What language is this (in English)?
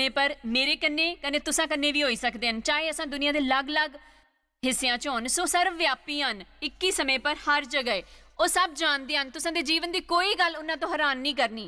Dogri